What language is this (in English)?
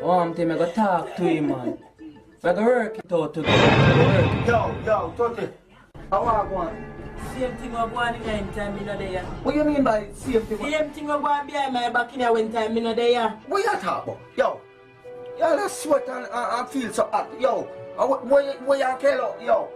Jamaican Creole English